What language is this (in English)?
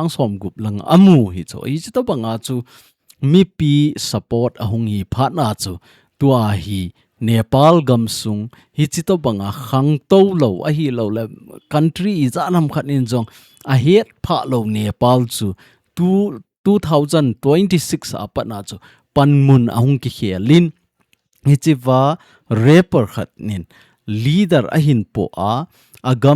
Thado Chin